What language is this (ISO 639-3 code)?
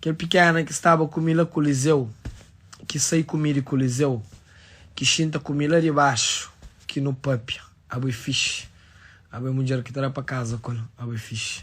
kea